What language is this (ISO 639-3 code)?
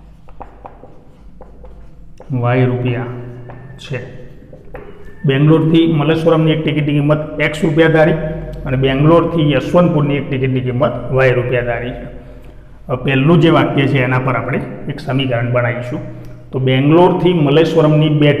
guj